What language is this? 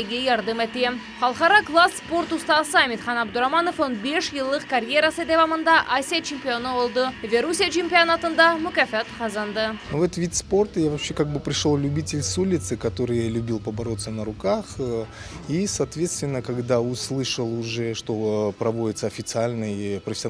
Crimean Tatar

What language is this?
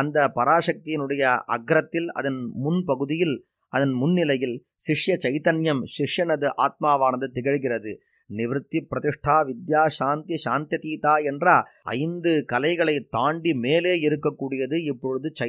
Tamil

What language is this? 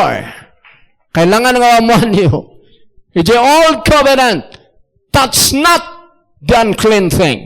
Iloko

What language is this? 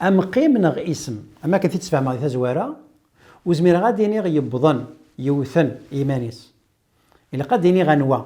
Kabyle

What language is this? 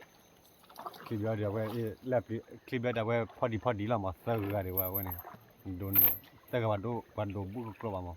S'gaw Karen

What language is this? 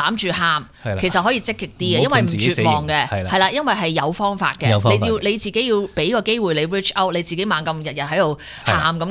Cantonese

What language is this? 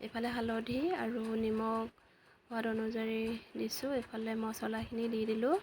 Assamese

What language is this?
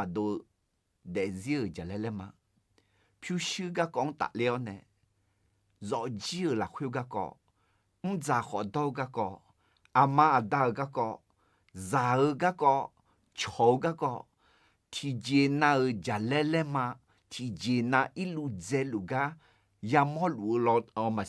Akha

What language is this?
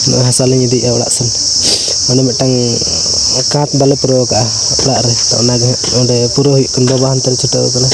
Santali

